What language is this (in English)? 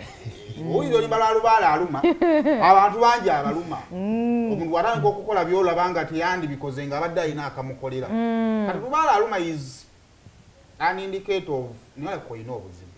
Ganda